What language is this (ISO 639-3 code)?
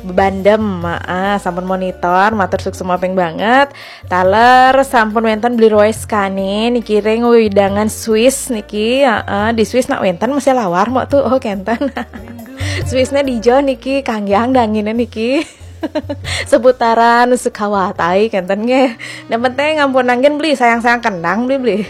ban